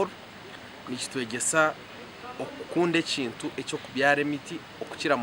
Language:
Nyankole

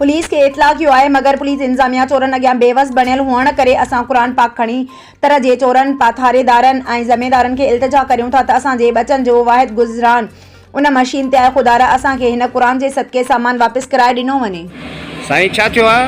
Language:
Sindhi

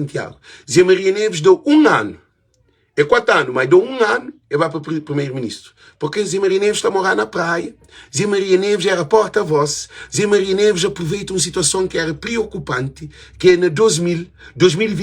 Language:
Kabuverdianu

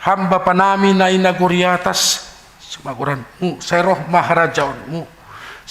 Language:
Batak Simalungun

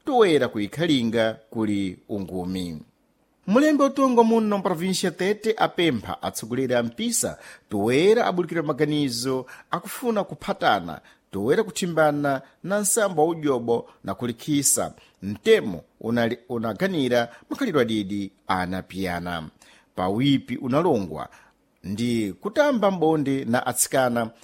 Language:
Sena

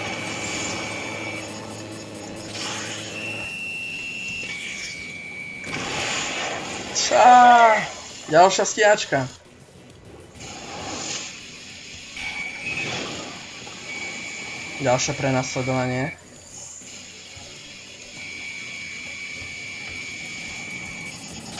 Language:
Slovak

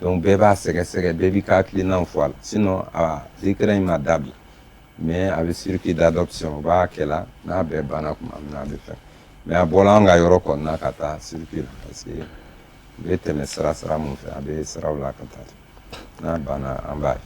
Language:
Bambara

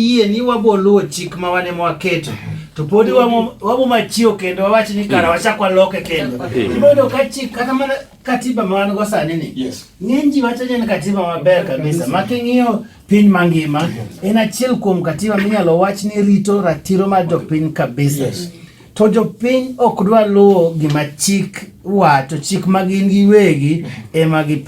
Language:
Luo (Kenya and Tanzania)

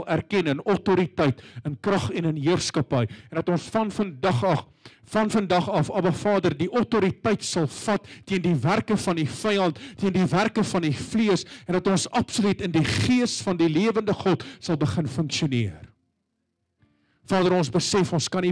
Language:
Afrikaans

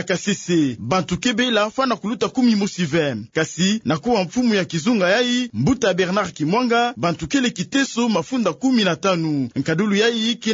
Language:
Kituba (Democratic Republic of Congo)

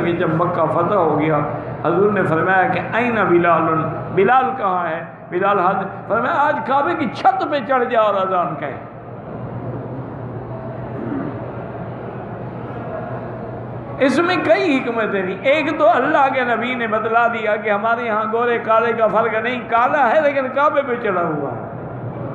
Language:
Urdu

